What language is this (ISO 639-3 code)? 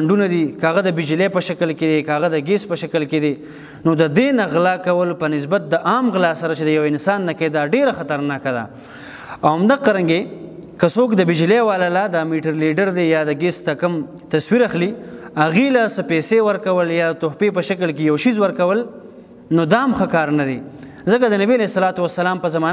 pus